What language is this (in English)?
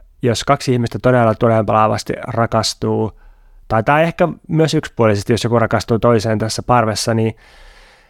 Finnish